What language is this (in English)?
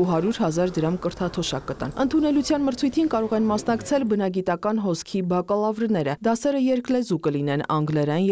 Armenian